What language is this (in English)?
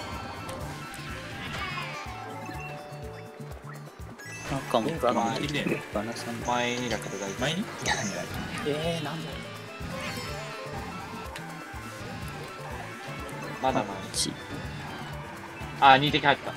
Japanese